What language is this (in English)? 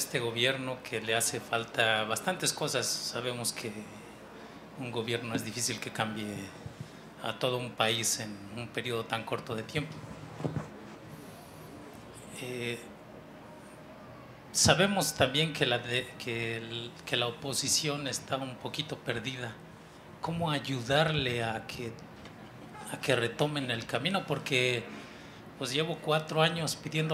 Spanish